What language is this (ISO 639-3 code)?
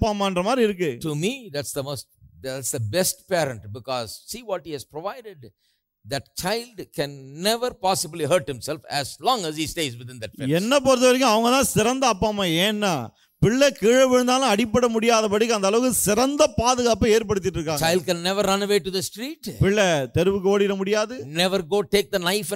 tam